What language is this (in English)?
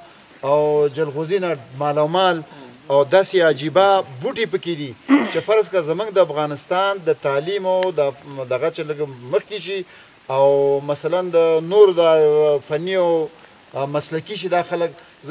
Pashto